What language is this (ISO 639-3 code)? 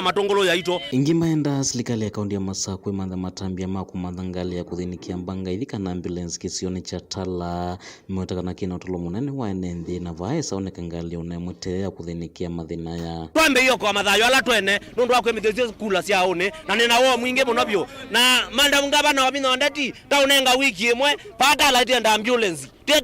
kam